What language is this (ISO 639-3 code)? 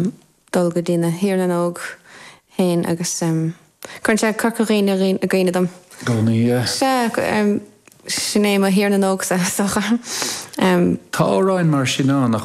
gle